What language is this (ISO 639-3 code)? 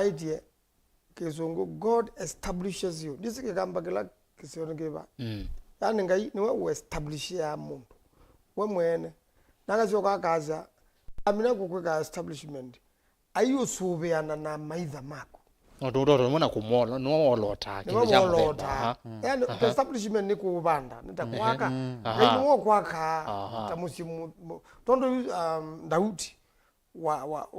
kam